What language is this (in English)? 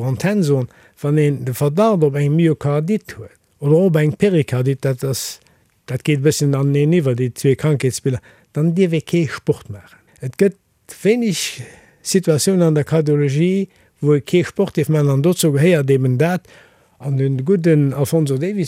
Luxembourgish